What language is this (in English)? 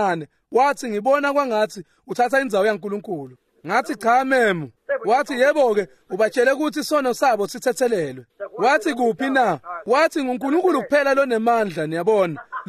Swati